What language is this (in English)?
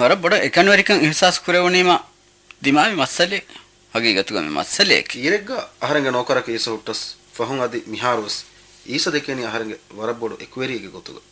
Divehi